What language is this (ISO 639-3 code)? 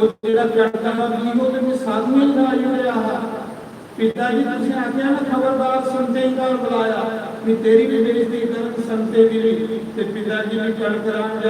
doi